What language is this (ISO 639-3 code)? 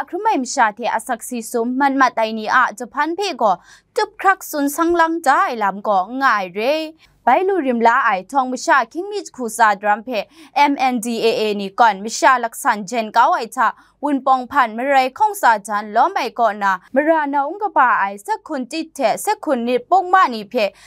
kac